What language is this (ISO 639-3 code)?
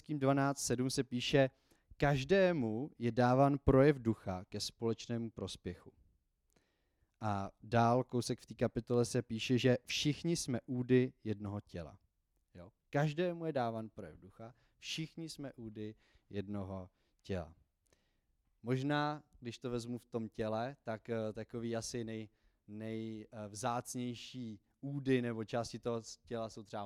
ces